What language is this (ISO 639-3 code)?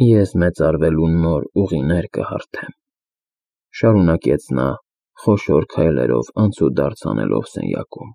hye